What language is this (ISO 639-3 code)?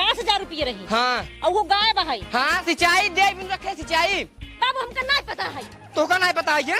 awa